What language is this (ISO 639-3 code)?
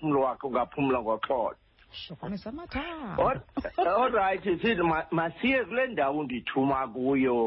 xho